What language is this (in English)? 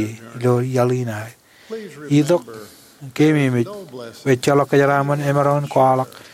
Marshallese